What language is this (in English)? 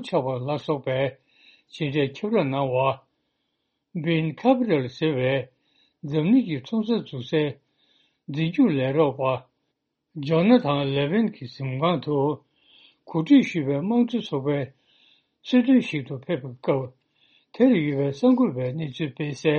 Tibetan